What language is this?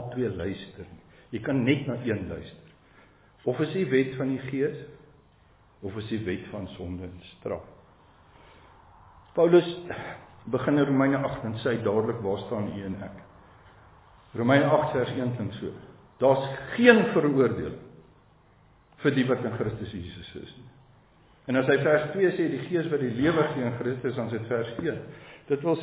Afrikaans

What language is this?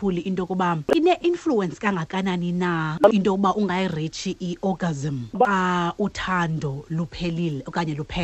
Xhosa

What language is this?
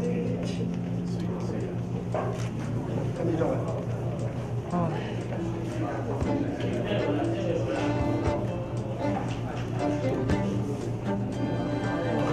Chinese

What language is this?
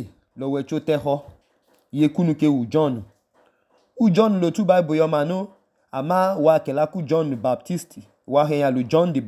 Idoma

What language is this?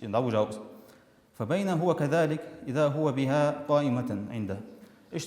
Ingush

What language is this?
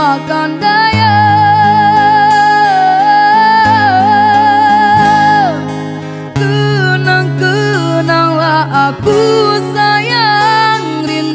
Indonesian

